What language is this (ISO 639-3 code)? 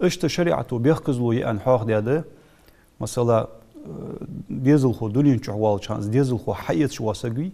inh